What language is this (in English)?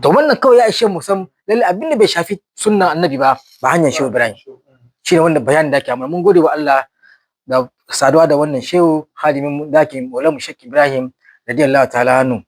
Hausa